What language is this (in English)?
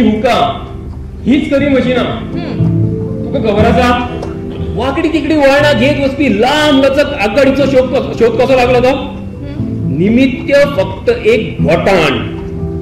Konkani